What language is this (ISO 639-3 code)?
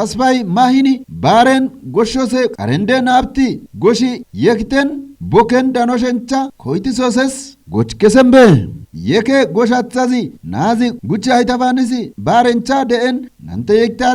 kbr